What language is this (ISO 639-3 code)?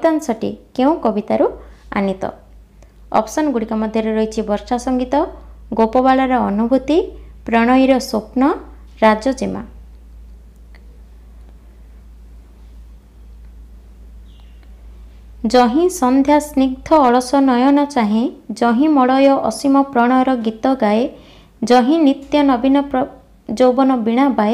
ori